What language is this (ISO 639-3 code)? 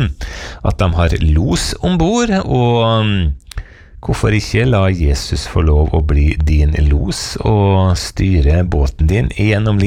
nor